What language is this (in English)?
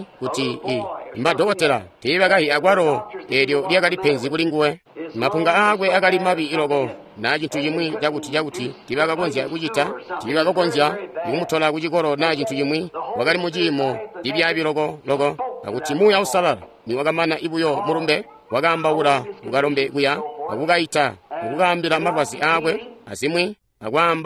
Tonga (Zambia)